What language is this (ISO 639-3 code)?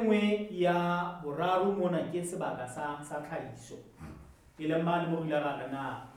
sot